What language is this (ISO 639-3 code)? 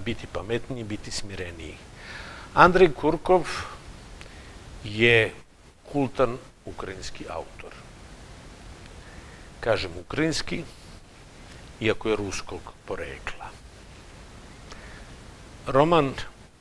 srp